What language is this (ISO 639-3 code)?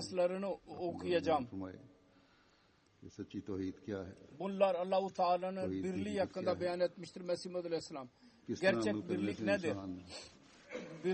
tur